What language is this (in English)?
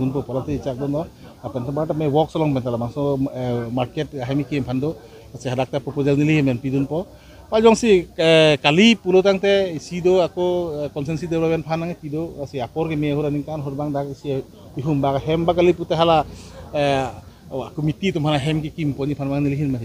Karbi